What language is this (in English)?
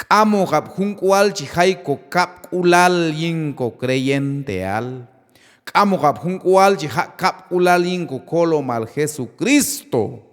Q'anjob'al